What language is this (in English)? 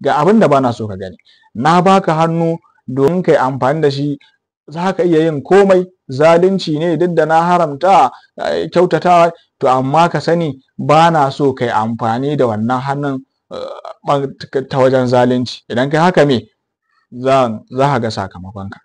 Hausa